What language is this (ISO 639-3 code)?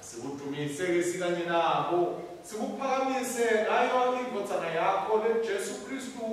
ssw